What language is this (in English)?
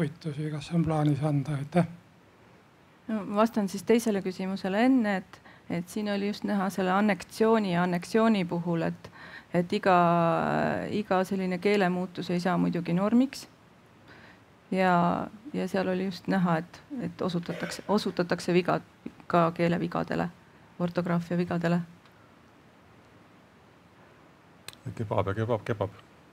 Estonian